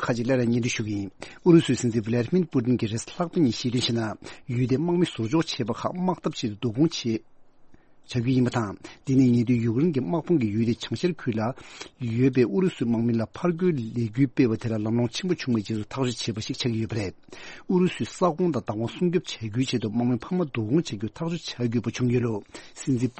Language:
Tibetan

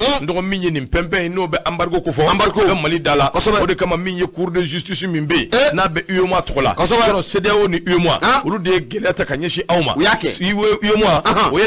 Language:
Bambara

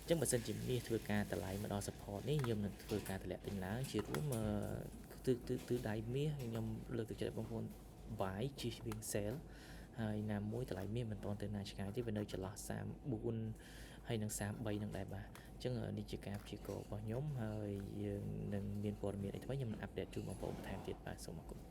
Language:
Khmer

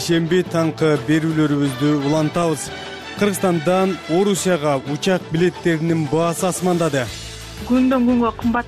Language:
Kyrgyz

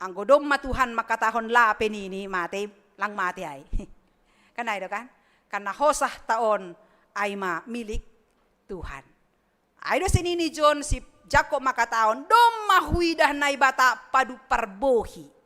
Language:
Batak Simalungun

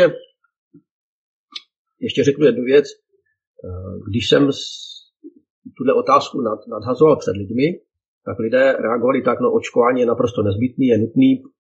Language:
Czech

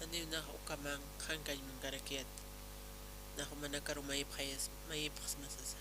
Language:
Aymara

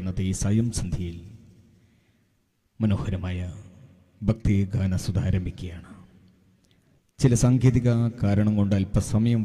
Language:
Malayalam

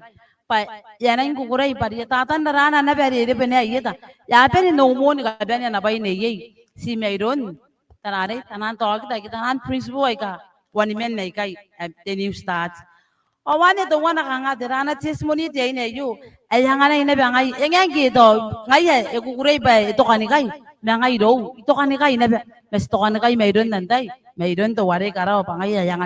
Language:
Gilbertese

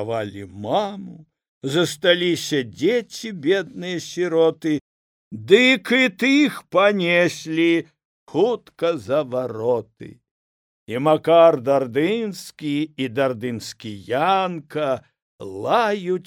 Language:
Belarusian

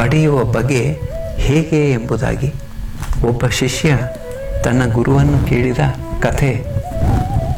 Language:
Kannada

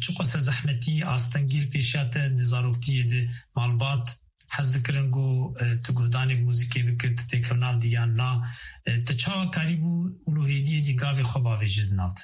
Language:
Kurdish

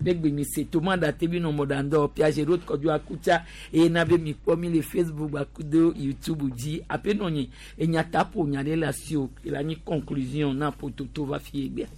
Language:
Gen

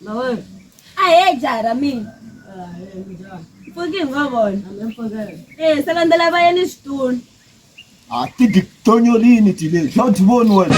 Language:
Tsonga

